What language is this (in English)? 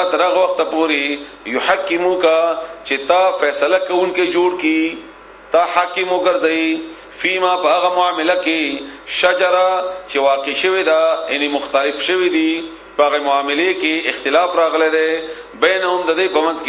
Pashto